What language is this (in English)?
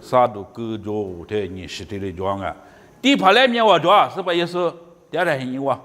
Lisu